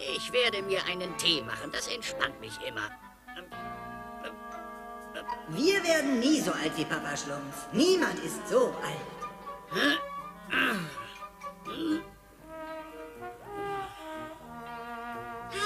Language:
German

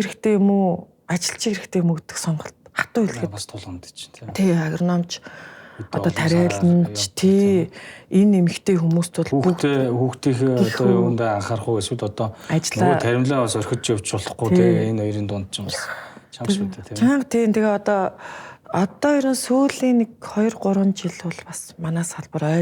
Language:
Mongolian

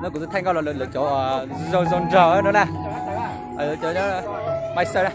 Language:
Hmong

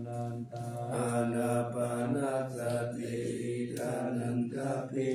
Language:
Pali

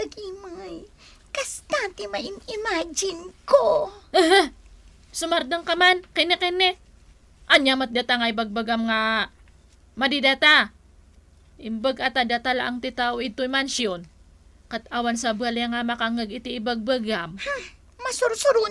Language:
Iloko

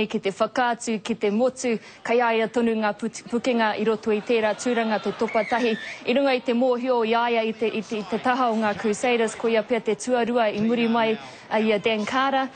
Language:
Māori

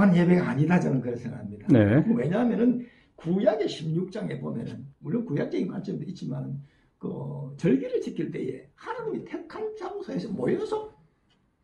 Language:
Korean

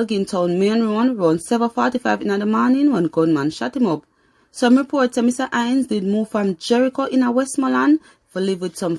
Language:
Jamaican Creole English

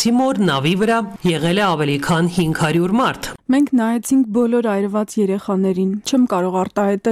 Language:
Armenian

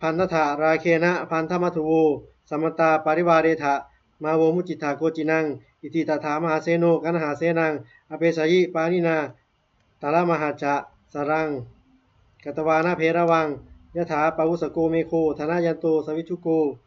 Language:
Pali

